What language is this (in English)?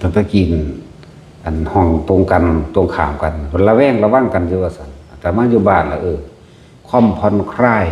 Northeastern Thai